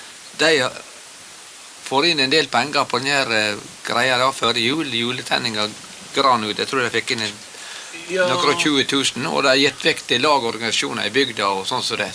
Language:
Norwegian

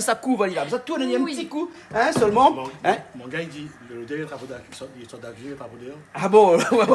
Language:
Réunion Creole French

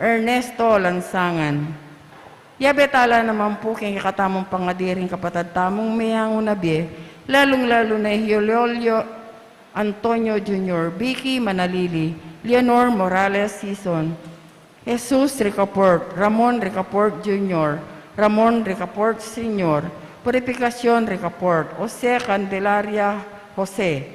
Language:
Pampanga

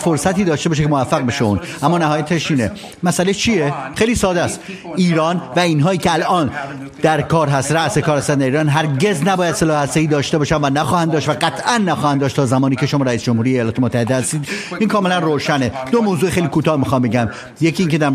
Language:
Persian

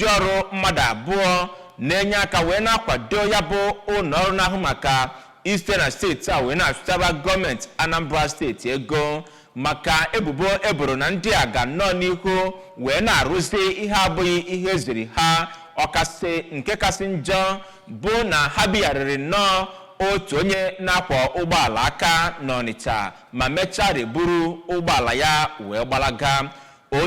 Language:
Igbo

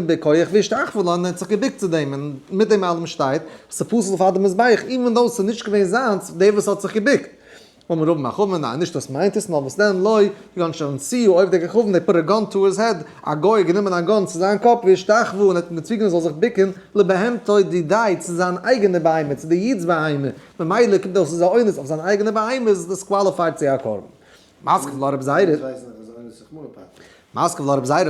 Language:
Yiddish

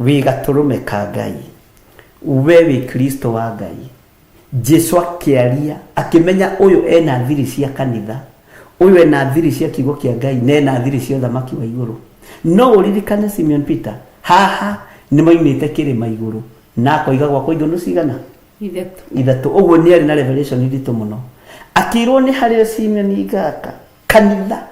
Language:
Kikuyu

